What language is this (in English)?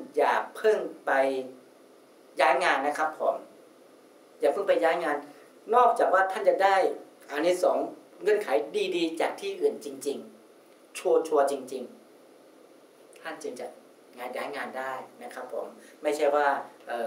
Thai